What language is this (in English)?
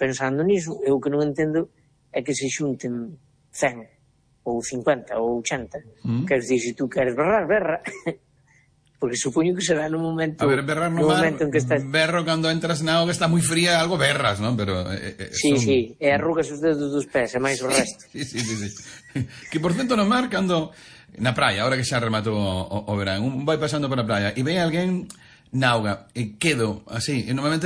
Galician